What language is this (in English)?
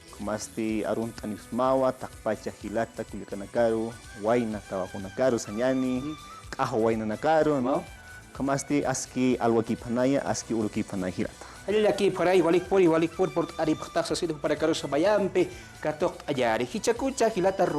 Aymara